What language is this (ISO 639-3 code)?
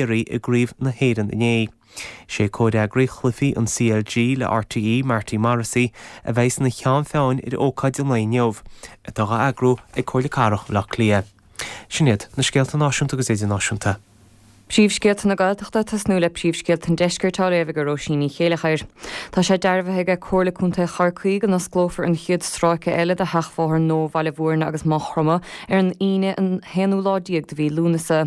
gle